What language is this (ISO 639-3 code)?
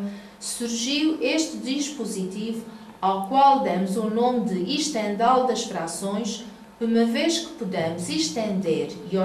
por